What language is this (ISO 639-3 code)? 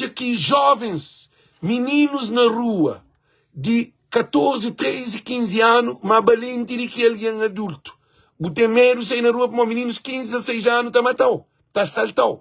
kea